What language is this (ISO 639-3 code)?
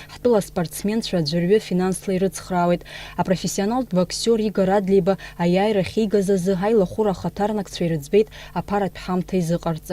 abk